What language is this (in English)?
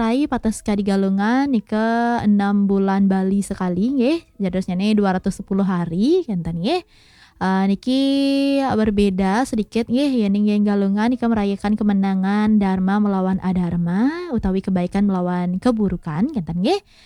Balinese